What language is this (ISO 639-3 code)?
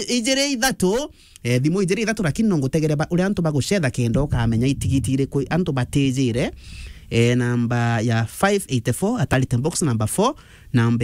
mer